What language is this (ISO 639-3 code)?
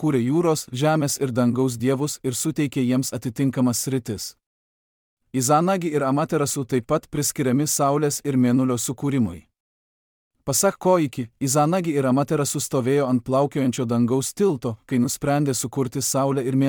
lit